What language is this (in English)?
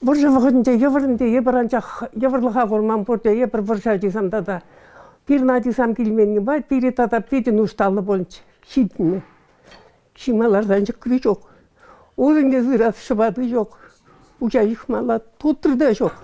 Chuvash